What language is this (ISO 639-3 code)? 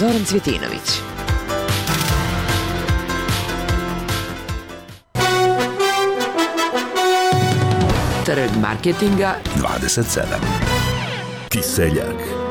bos